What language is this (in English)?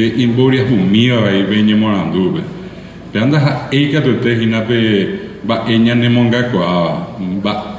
Guarani